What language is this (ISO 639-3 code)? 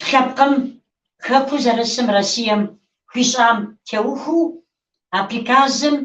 kbd